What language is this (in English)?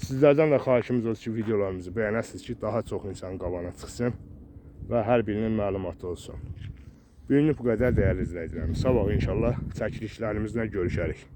Azerbaijani